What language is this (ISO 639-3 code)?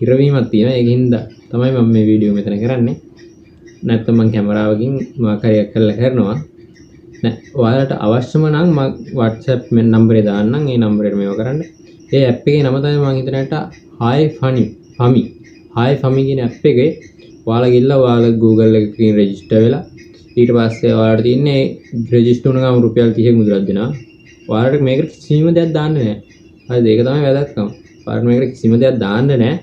sin